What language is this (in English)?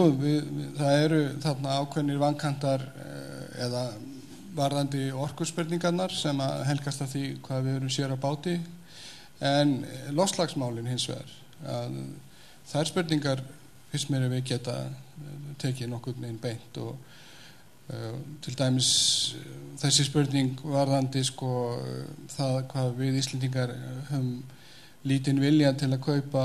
Icelandic